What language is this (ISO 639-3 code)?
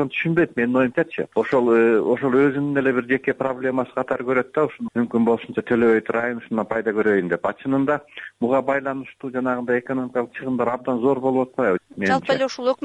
kir